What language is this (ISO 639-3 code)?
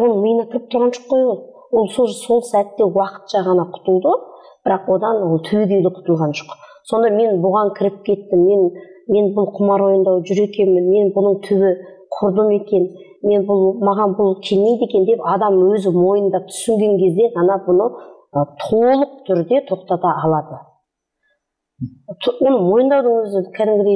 kaz